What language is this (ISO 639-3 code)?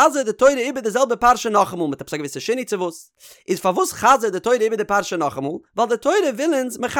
yid